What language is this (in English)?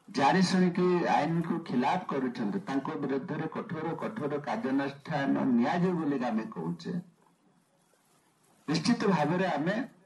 Odia